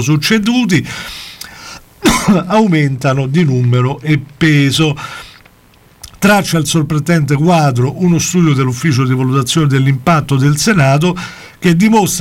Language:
Italian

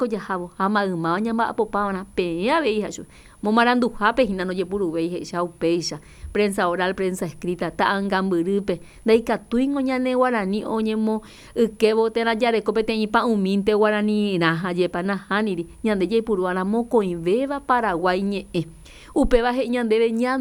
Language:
Guarani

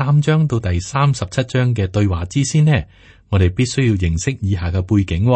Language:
Cantonese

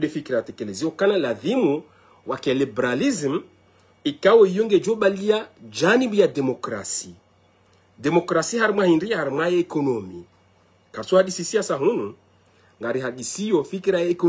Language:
Ngazidja Comorian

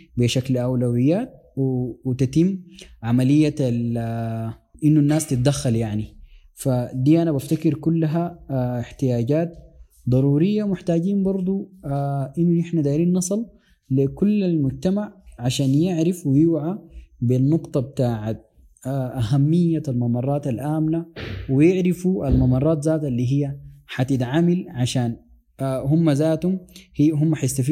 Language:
Sudanese Arabic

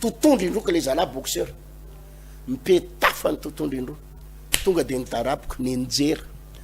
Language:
Malagasy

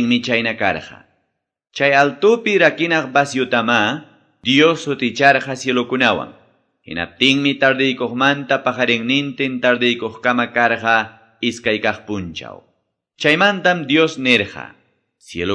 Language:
Quechua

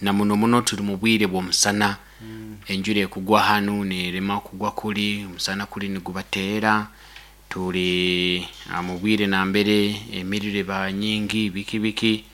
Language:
Nyoro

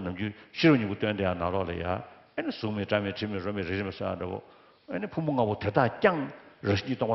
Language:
Tibetan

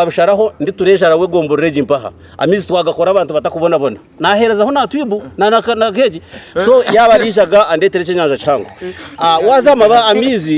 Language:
Nyankole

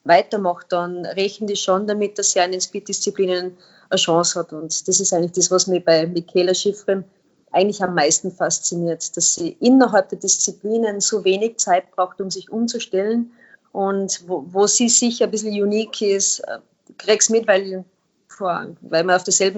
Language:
German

